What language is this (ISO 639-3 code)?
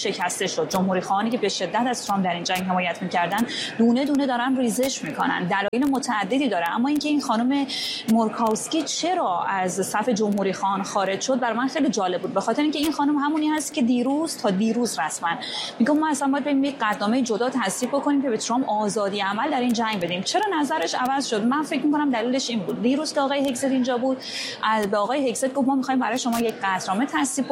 fas